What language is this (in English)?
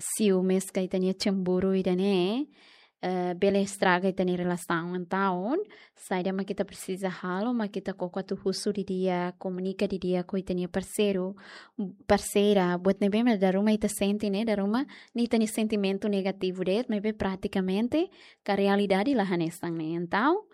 Tetum